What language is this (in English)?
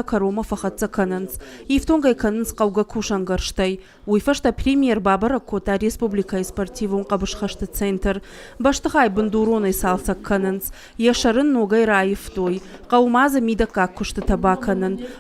Ossetic